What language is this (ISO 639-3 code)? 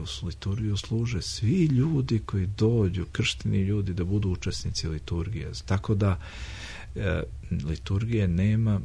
srp